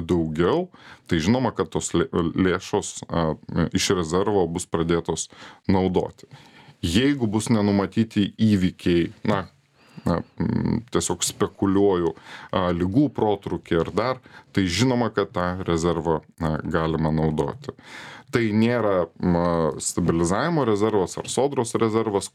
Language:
Lithuanian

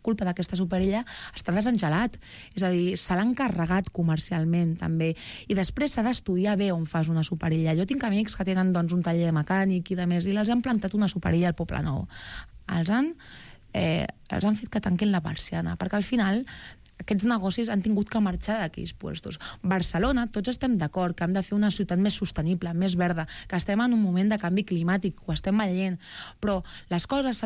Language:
Catalan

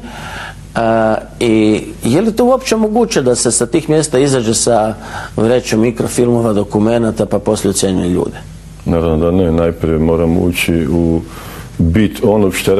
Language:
Croatian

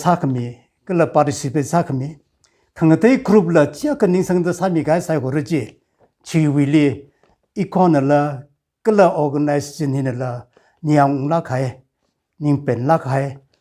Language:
Tangkhul Naga (India)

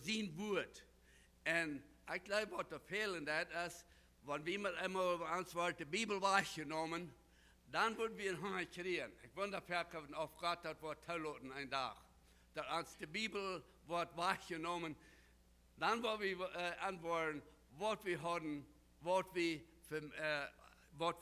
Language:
Plautdietsch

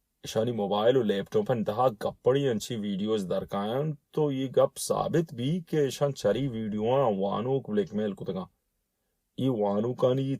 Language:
Baluchi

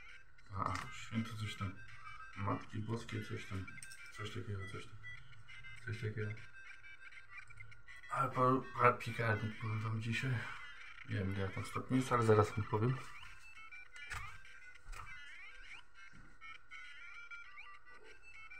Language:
Polish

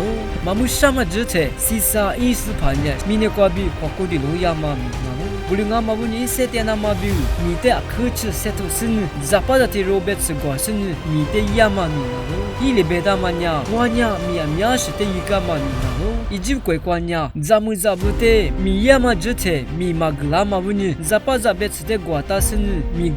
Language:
Lisu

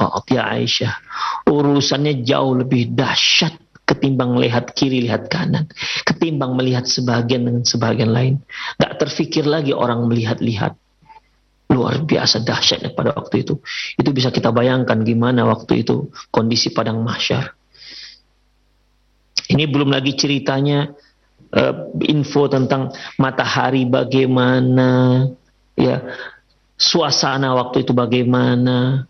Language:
Indonesian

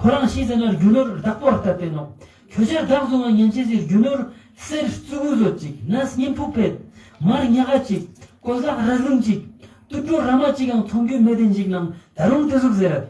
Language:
Ladakhi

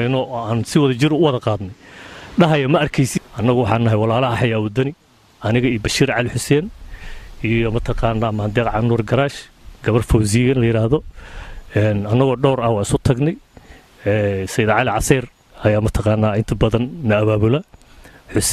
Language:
Somali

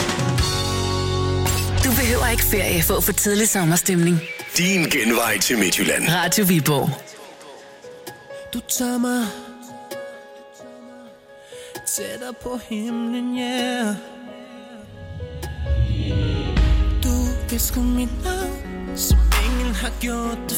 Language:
Danish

